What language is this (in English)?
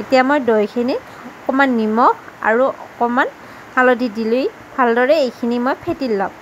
Assamese